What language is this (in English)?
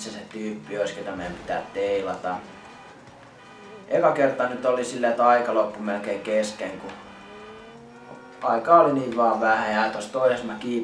Finnish